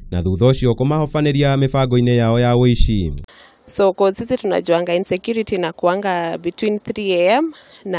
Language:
Kikuyu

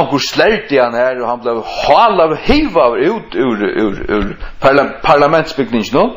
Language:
Faroese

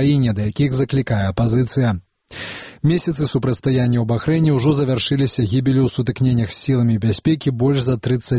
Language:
Belarusian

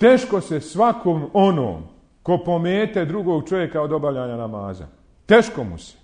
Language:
Bosnian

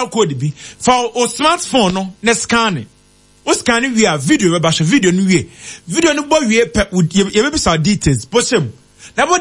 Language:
Akan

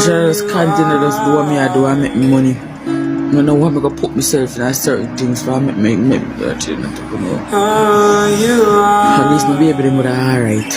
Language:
Jamaican Creole English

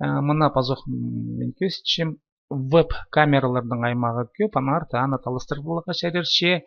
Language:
Khakas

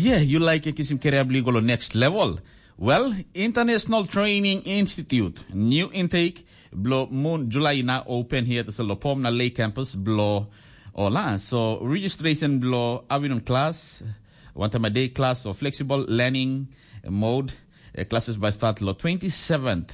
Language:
Tok Pisin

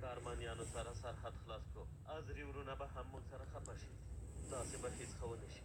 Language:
Pashto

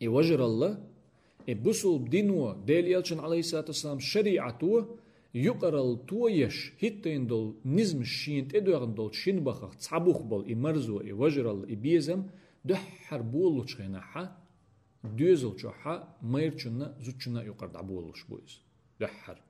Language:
Chechen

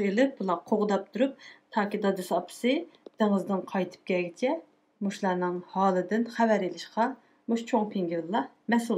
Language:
Uyghur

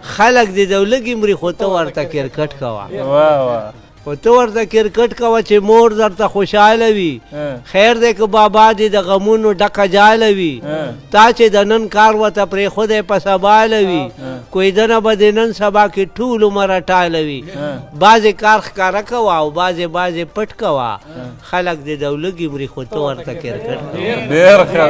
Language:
Pashto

